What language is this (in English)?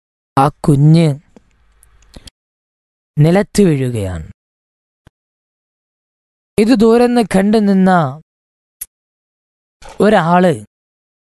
Malayalam